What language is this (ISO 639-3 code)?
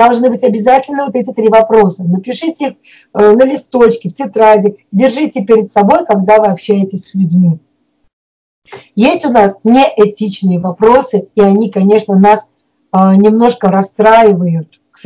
rus